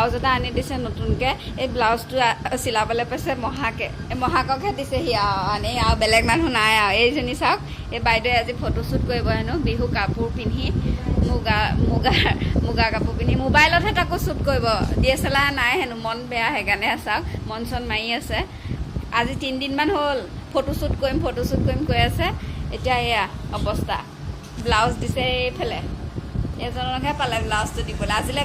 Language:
Assamese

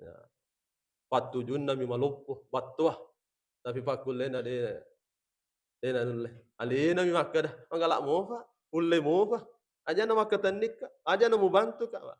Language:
Buginese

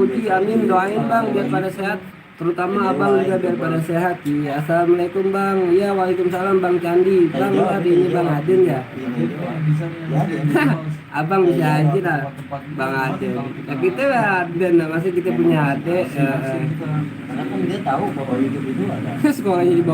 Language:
Betawi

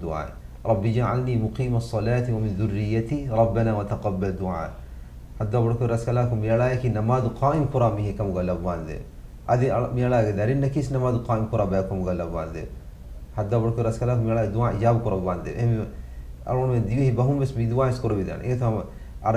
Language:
Divehi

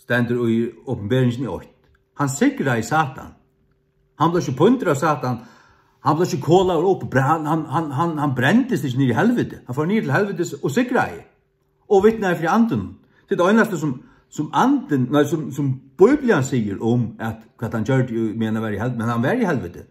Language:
Faroese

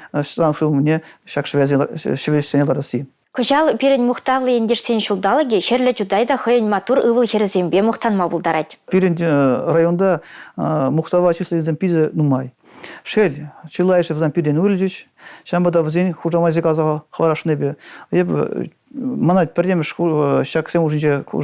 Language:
Chuvash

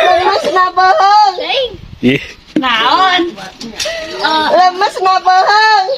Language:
Sundanese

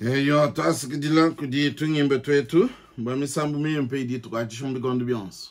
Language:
Luba-Lulua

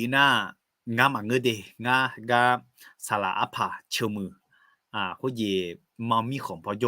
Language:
Akha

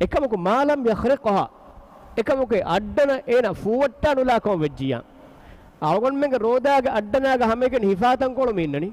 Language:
Divehi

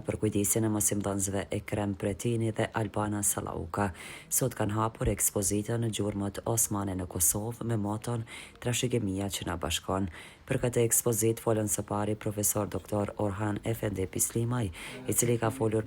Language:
Albanian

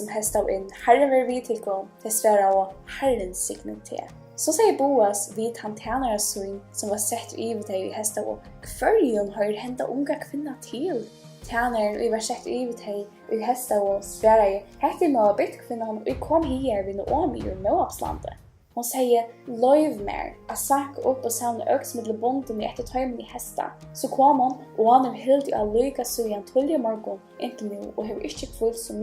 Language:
Faroese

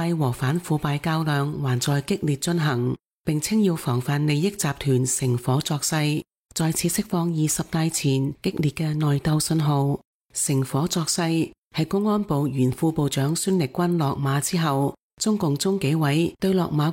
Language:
Cantonese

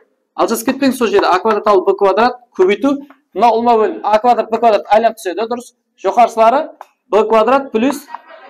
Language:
Kara-Kalpak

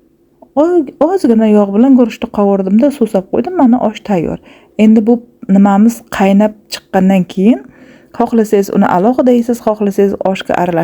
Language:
Uzbek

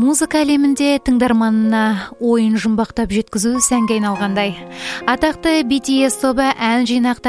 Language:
Kazakh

